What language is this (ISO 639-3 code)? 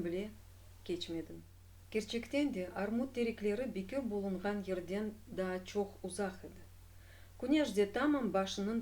crh